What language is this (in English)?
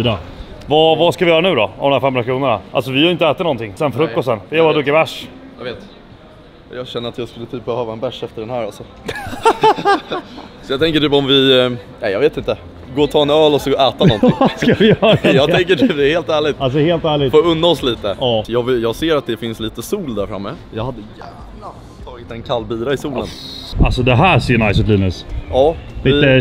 Swedish